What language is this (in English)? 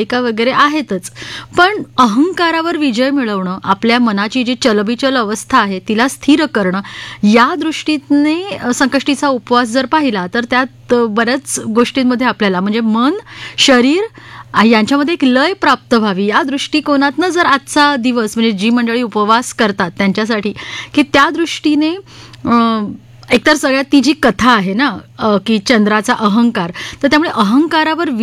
Marathi